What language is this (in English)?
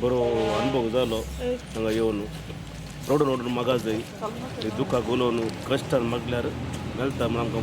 Konkani